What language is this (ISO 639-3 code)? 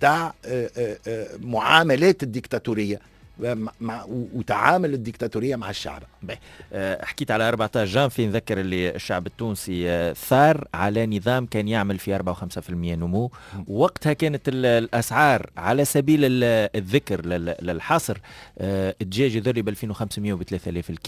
aeb